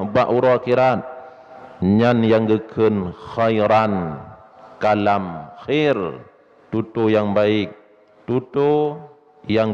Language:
Achinese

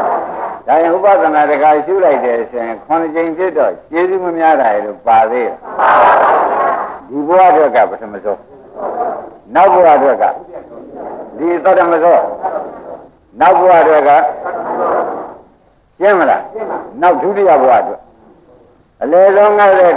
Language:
Burmese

